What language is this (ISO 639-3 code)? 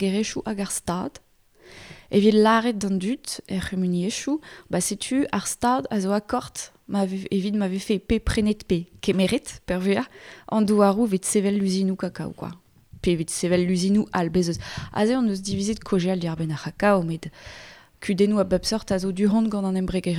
bre